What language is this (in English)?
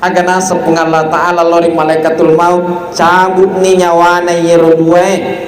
Buginese